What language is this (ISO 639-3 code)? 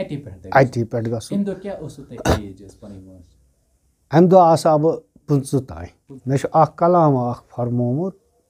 kas